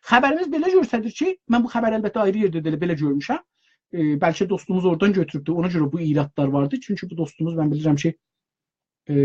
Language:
South Azerbaijani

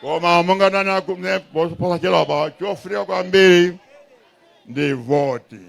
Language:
Nyanja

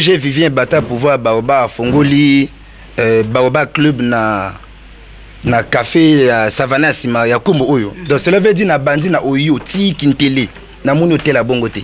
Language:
Lingala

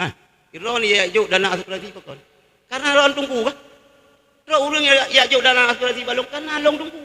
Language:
Achinese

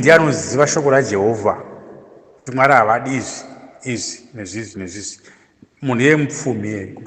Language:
Shona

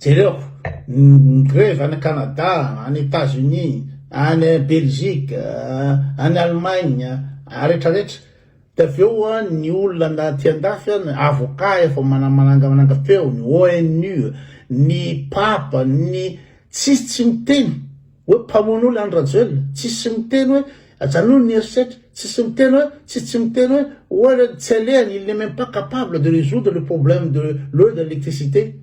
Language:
Malagasy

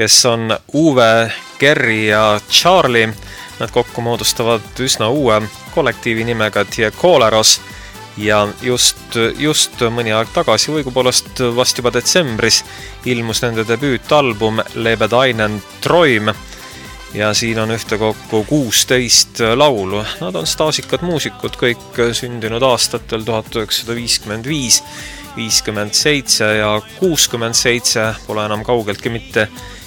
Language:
Estonian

